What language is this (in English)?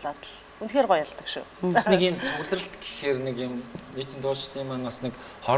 Mongolian